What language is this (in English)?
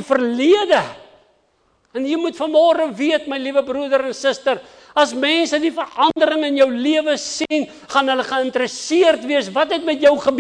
Afrikaans